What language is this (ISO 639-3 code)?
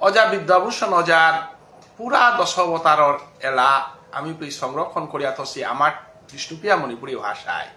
bpy